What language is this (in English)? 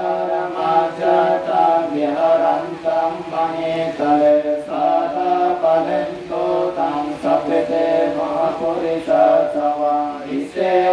Pali